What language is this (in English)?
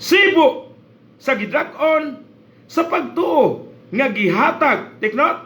Cebuano